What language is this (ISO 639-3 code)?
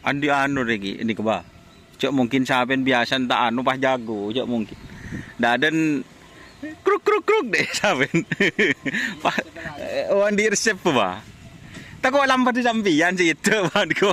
mad